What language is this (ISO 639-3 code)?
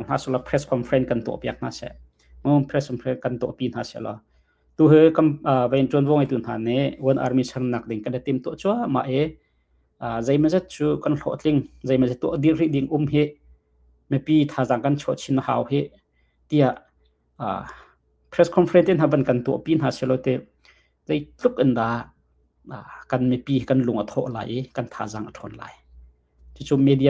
cnh